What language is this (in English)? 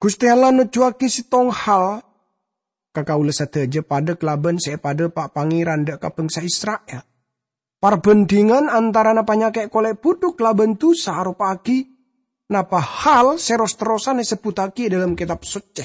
Madurese